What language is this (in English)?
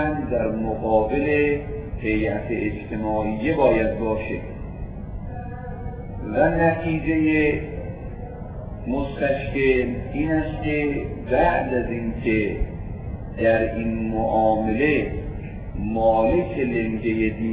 Persian